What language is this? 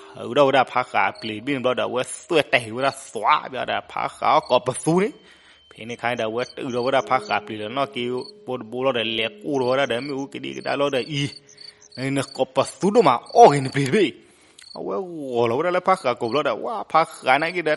S'gaw Karen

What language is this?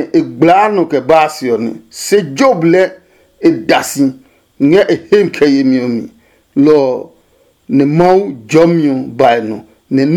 Adangme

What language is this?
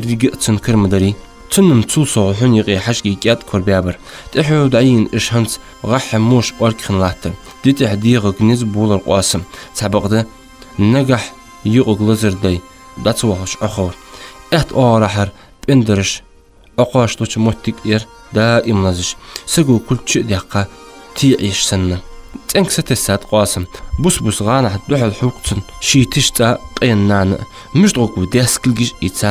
Ingush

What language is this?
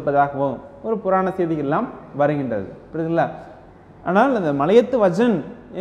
Tamil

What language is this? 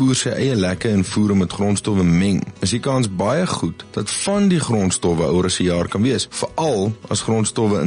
Afrikaans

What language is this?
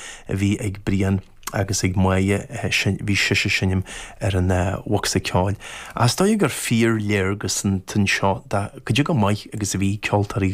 Irish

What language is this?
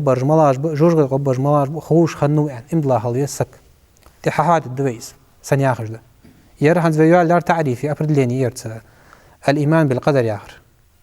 Ingush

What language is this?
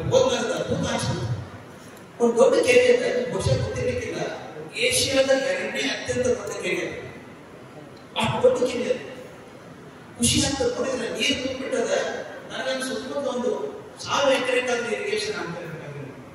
Kannada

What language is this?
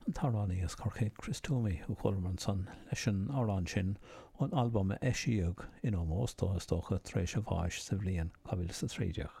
Irish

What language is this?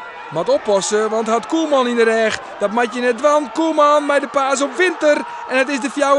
Western Frisian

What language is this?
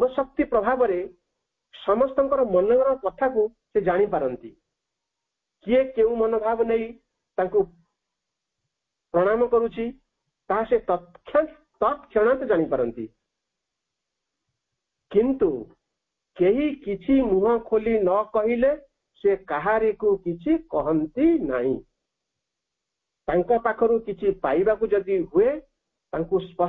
Odia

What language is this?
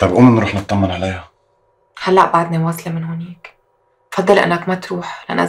North Levantine Arabic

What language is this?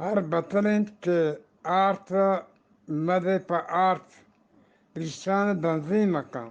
Eastern Balochi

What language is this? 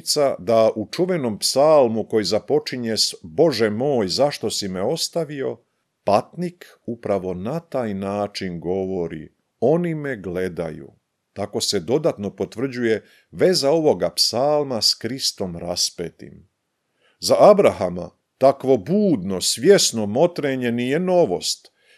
Croatian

